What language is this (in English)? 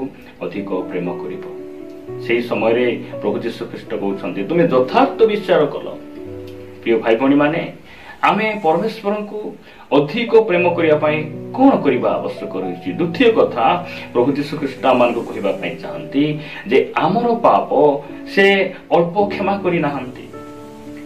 Odia